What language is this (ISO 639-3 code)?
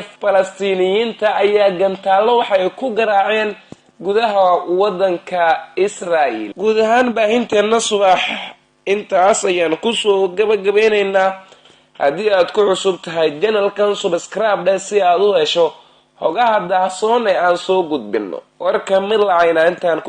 som